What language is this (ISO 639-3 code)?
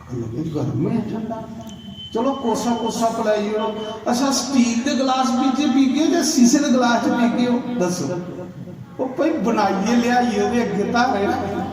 doi